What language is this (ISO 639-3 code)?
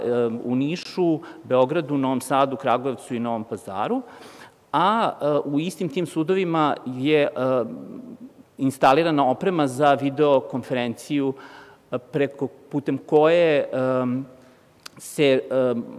srp